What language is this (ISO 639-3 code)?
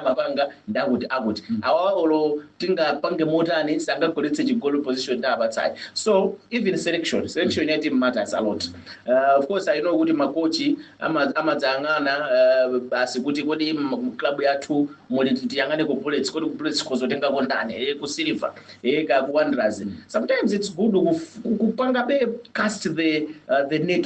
nya